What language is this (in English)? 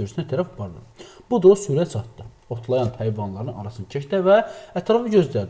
Azerbaijani